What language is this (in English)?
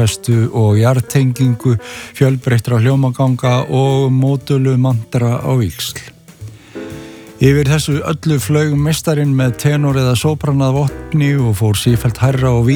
Icelandic